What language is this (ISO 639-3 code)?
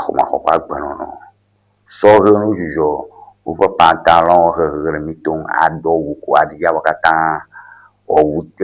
ewe